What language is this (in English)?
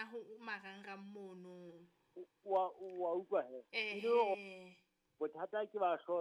Southern Sotho